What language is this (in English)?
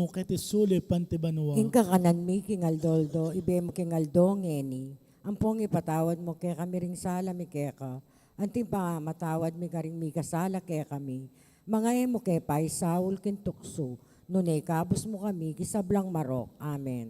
Pampanga